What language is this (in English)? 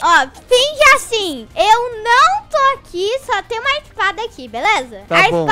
Portuguese